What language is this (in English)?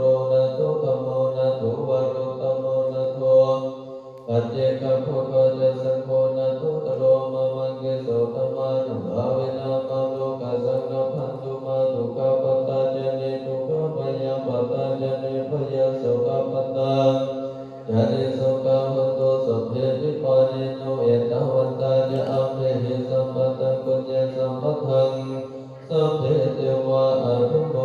Pali